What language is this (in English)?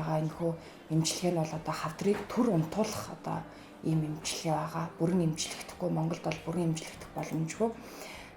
Mongolian